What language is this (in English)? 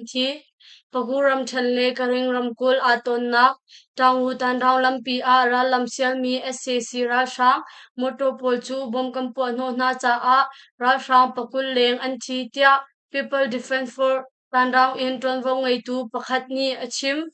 Hakha Chin